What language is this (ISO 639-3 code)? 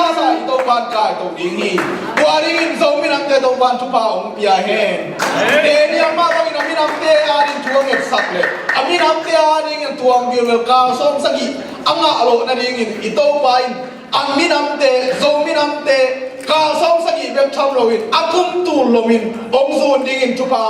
ctd